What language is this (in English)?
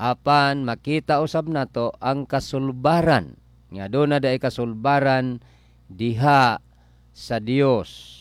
Cebuano